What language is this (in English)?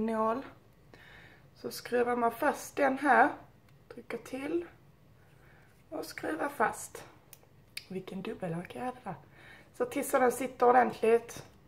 Swedish